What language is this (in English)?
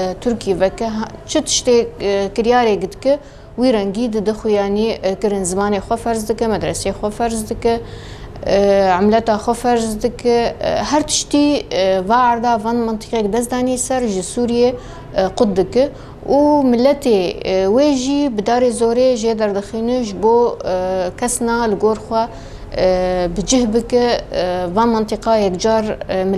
Kurdish